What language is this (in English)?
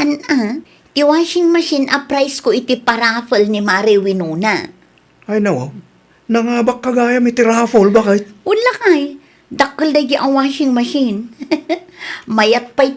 Iloko